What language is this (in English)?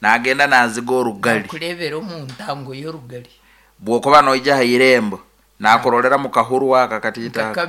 Nyankole